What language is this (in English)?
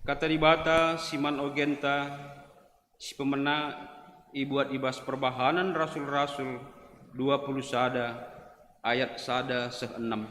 Batak Karo